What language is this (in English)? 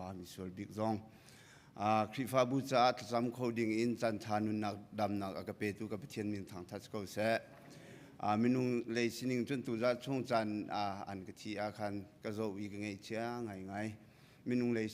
Hakha Chin